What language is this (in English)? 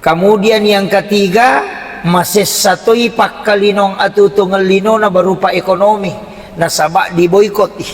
Buginese